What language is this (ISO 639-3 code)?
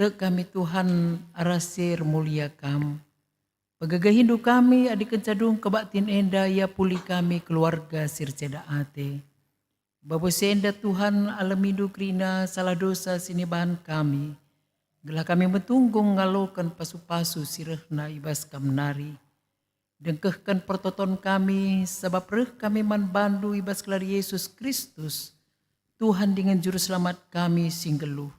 btx